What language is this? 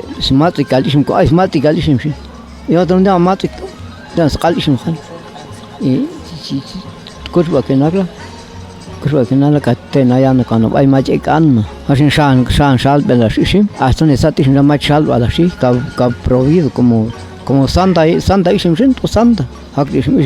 Popti'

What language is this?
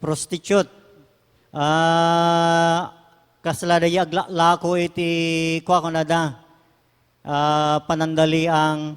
Iloko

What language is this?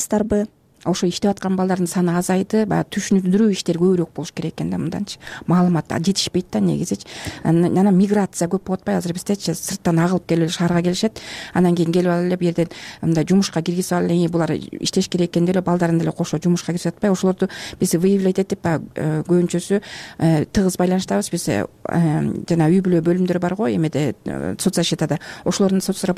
Kyrgyz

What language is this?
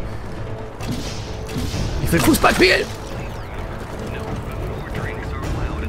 German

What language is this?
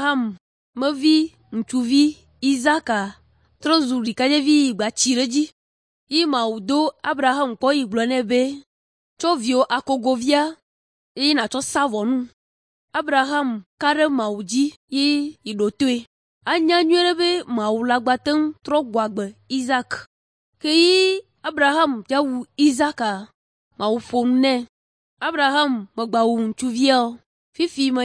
Ewe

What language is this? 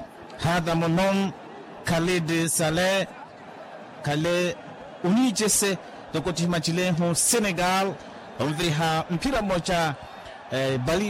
Makhuwa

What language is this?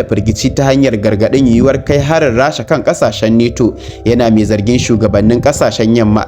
Hausa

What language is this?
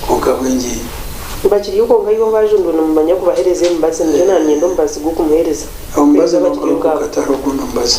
Nyankole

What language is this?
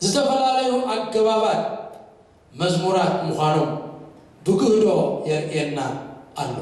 Tigrinya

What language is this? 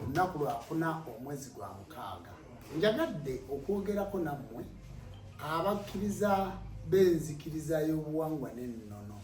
Ganda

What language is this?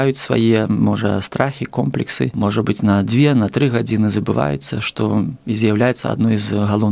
Belarusian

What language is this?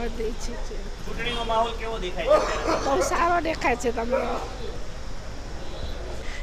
Gujarati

